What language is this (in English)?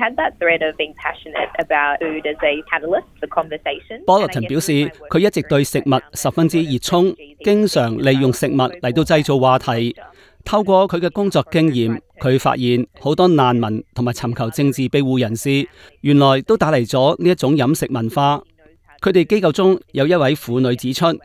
Cantonese